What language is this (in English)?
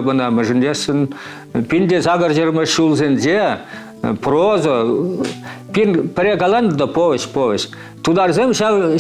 Chuvash